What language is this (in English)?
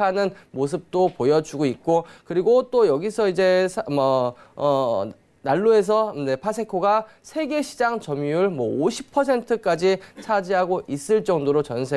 Korean